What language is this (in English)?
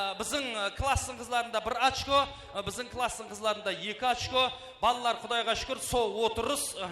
Kara-Kalpak